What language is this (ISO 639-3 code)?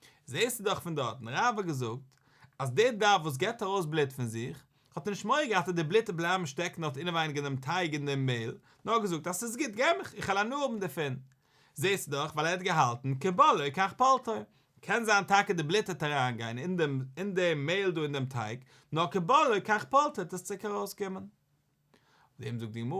yid